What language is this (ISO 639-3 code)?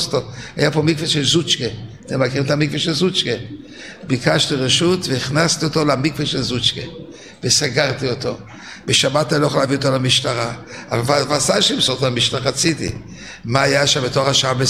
heb